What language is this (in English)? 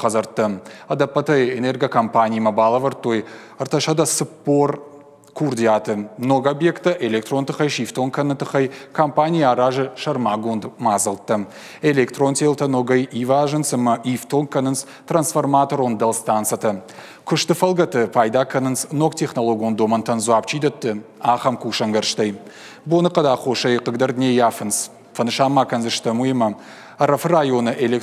Ossetic